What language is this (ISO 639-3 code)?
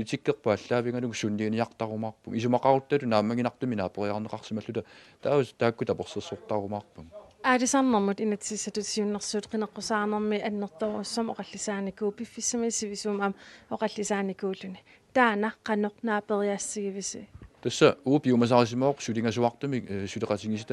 kal